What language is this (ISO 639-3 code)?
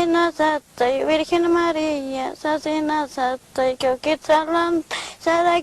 aym